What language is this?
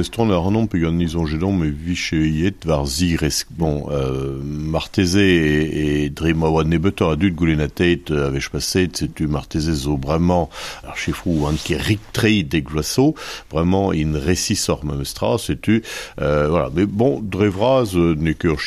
Breton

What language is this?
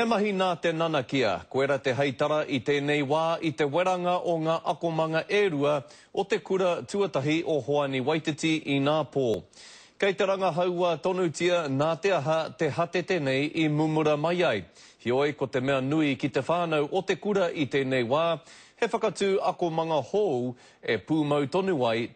Māori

